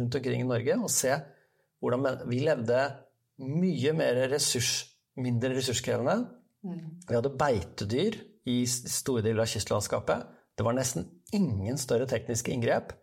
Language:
Norwegian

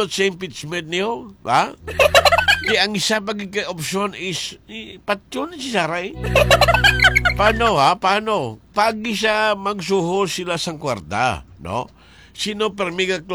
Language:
Hiligaynon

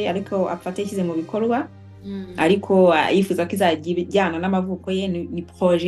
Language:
Kinyarwanda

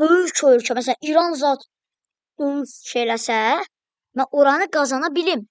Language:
Azerbaijani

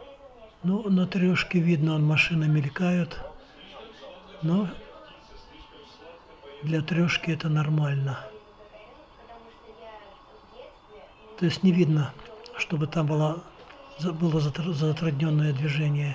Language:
Russian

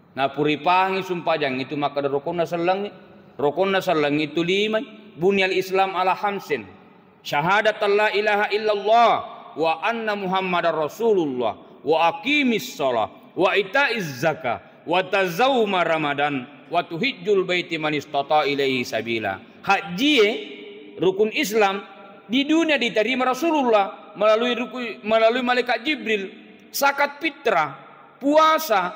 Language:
Buginese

